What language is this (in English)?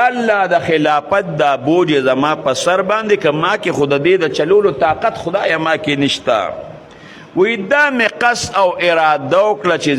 Pashto